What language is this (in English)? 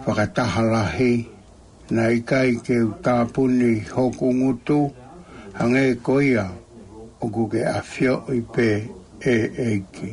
Tongan